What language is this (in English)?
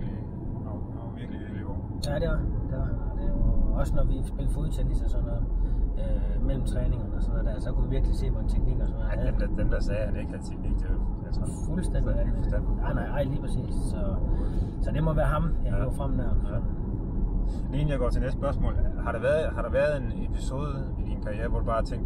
Danish